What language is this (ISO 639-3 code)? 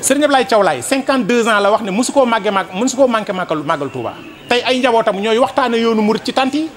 wol